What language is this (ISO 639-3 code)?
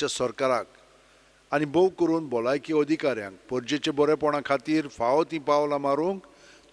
kok